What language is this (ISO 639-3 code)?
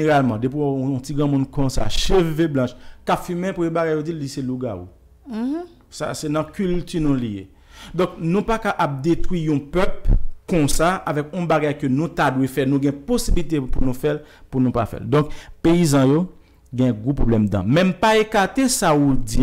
hat